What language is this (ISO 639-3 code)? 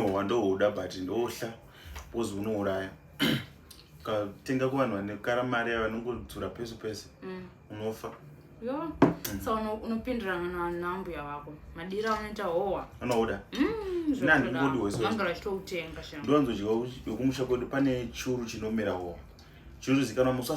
sna